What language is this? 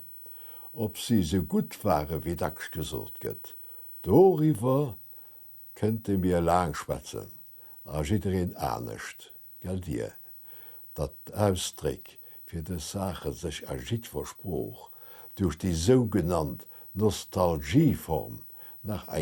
Luxembourgish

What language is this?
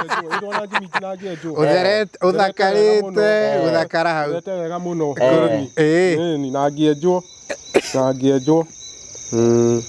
Kikuyu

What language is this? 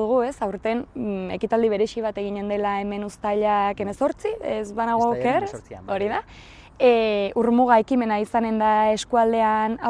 Basque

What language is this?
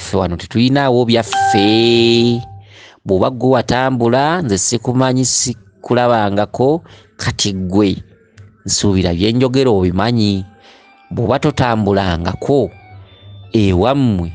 Ganda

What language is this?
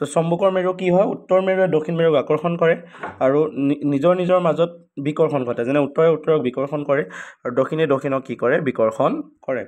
Assamese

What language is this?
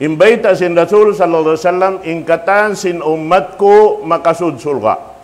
Tausug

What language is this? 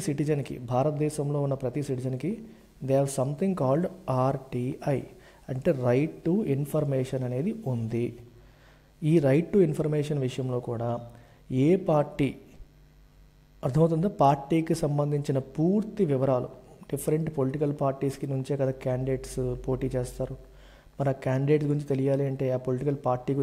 Telugu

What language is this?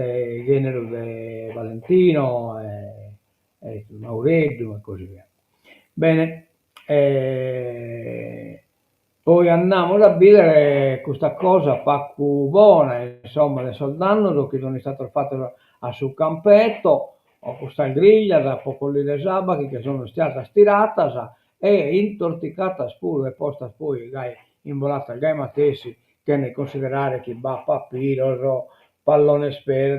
Sardinian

